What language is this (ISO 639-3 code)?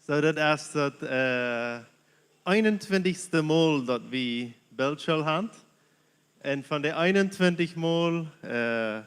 pdt